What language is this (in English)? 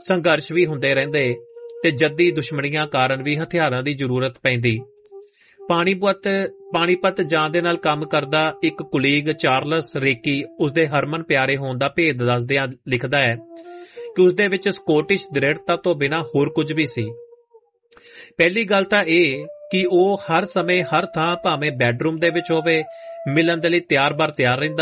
Punjabi